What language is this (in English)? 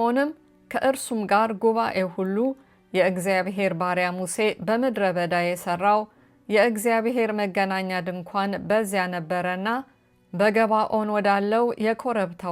Amharic